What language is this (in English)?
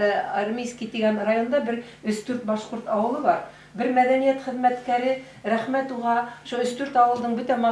Bashkir